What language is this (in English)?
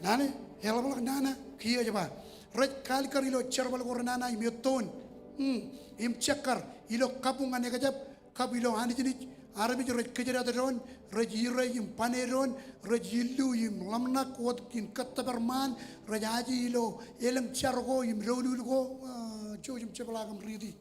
Marshallese